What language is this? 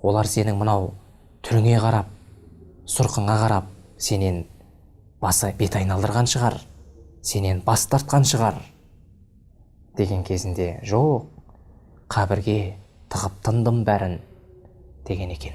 Kazakh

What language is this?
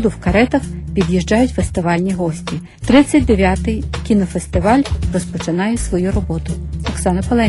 Ukrainian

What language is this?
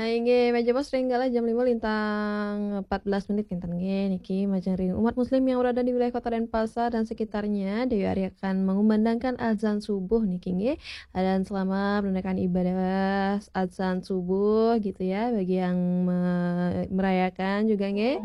Balinese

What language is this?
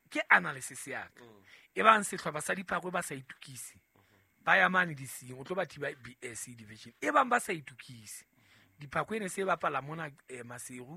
Southern Sotho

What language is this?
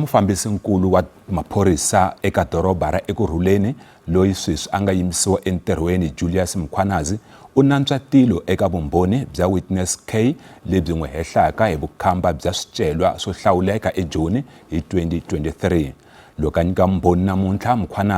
Tsonga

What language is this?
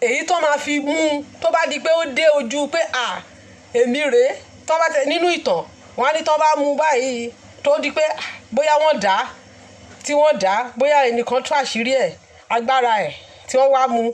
Yoruba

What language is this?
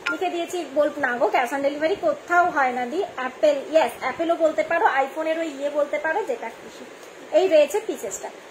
Bangla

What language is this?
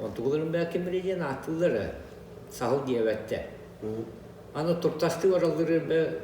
Yakut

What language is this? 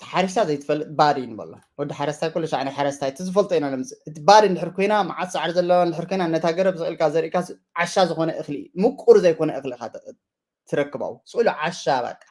Tigrinya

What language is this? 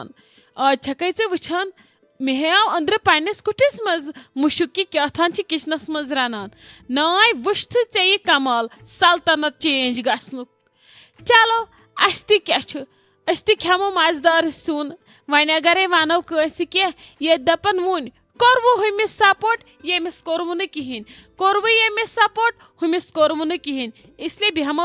Kashmiri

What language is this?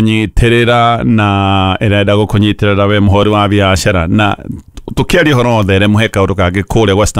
Kikuyu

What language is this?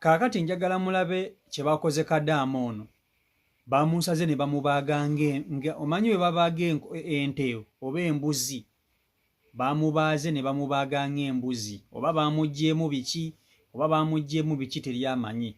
Ganda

